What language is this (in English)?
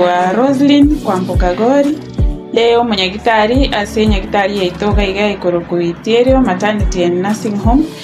Gusii